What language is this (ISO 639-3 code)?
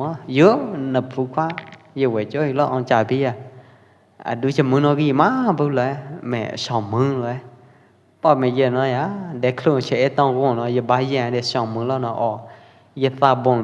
kjp